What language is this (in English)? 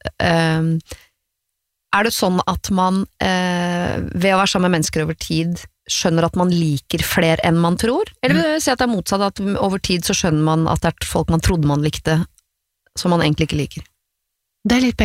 Norwegian